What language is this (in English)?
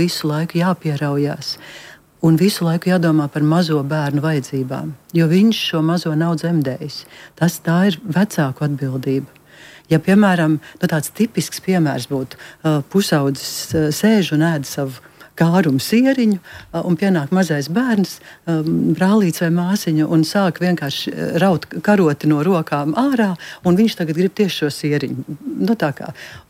Latvian